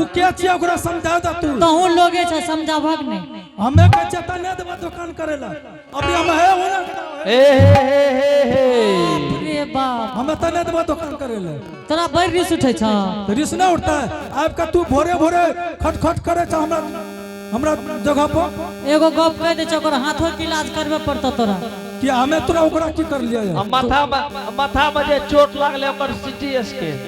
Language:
Angika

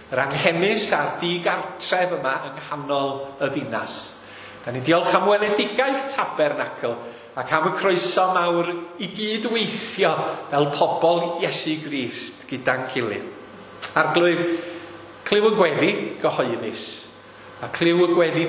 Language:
Welsh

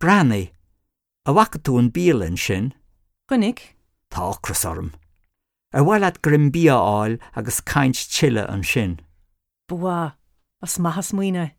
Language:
Irish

